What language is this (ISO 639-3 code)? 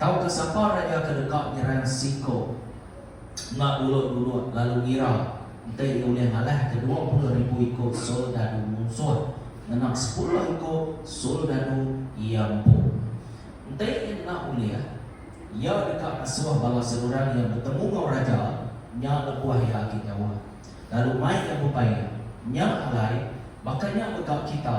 iba